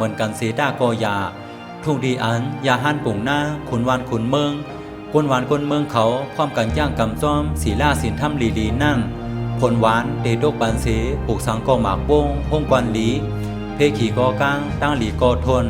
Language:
Shan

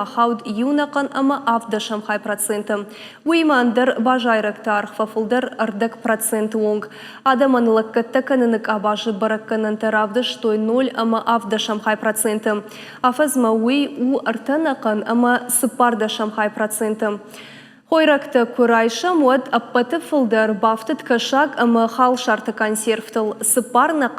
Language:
Ossetic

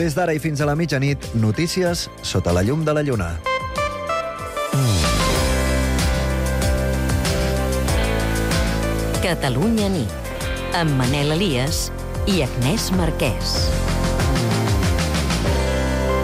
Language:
Catalan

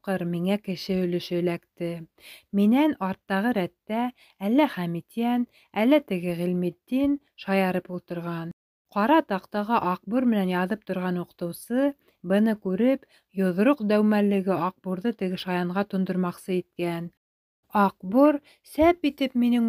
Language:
Bashkir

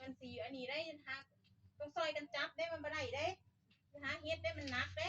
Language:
Northeastern Thai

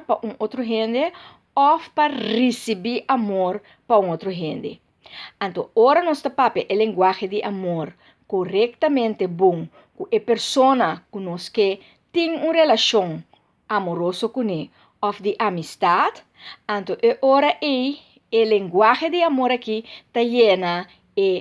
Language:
Papiamento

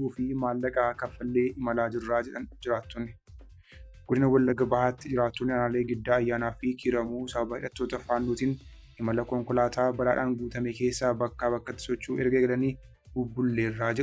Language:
Oromo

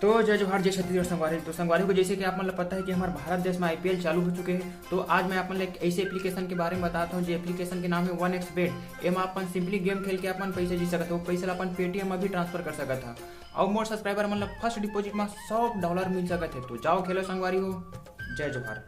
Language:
Chhattisgarhi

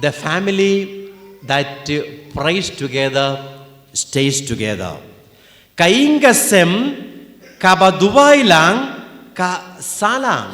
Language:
Khasi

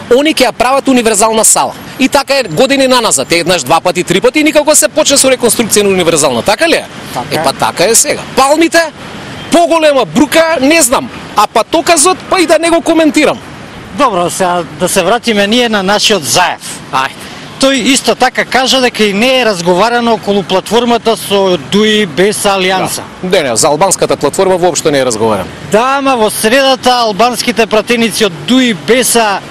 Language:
Macedonian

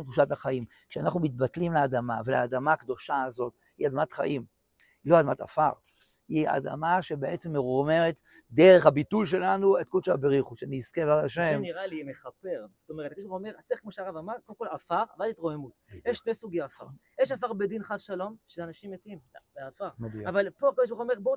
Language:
Hebrew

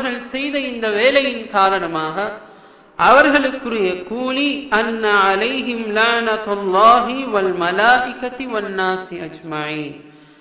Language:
Tamil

